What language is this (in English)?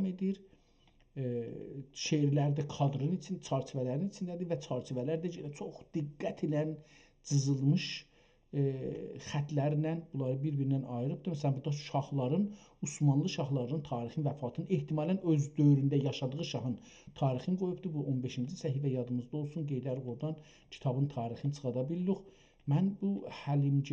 South Azerbaijani